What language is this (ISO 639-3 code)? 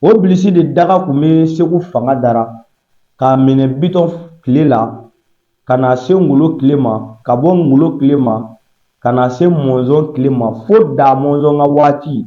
bam